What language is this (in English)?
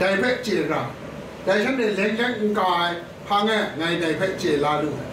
Kachin